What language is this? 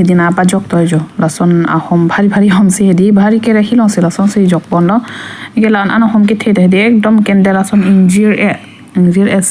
Karbi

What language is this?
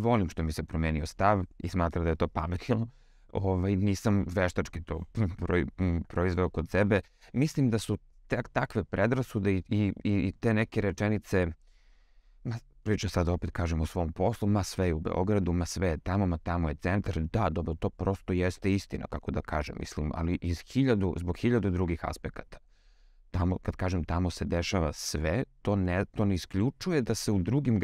Serbian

